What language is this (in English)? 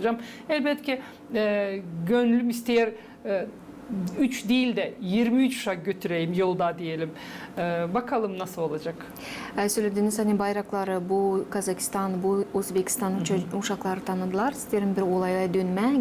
Gagauz